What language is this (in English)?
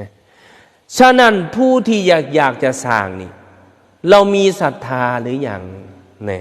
Northeastern Thai